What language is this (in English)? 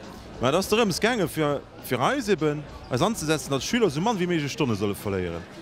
Luxembourgish